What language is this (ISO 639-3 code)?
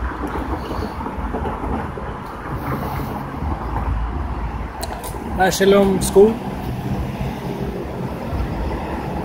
swe